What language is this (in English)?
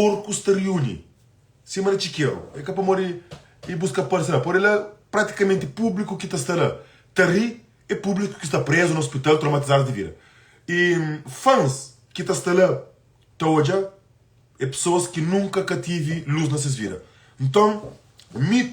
Kabuverdianu